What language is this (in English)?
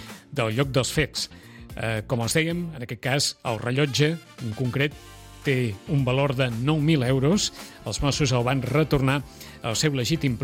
Catalan